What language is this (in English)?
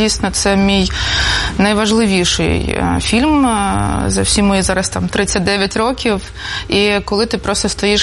Ukrainian